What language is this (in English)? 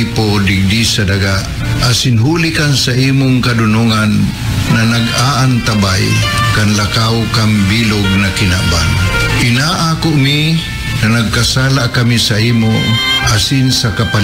Bikol